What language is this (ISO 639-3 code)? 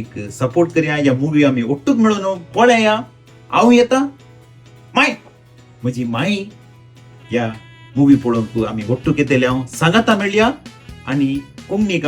kok